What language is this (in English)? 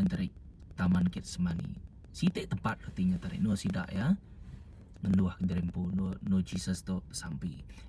Iban